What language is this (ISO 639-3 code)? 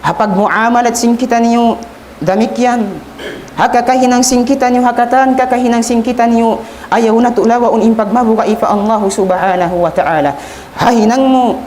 tsg